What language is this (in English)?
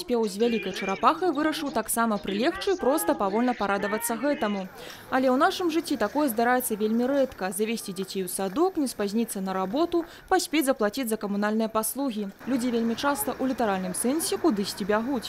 Belarusian